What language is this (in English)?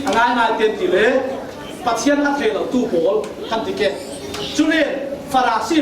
Falam Chin